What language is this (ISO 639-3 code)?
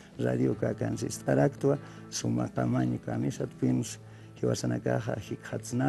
aym